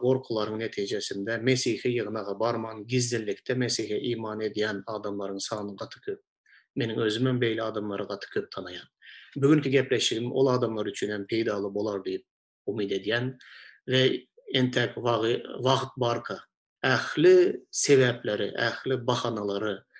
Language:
Turkmen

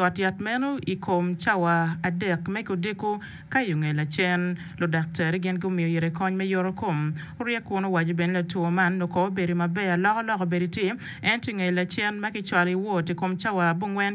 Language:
Acoli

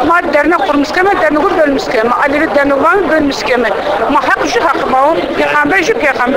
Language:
Zaza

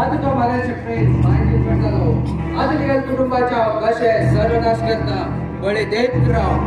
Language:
Konkani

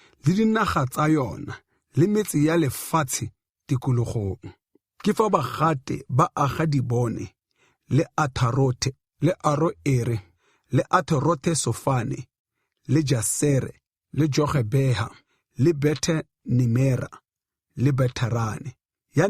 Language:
Tswana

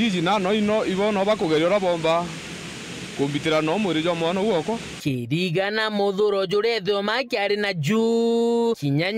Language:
Meru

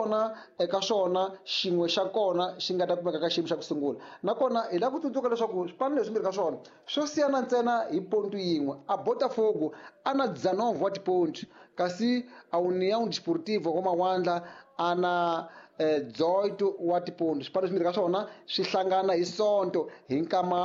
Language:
Tsonga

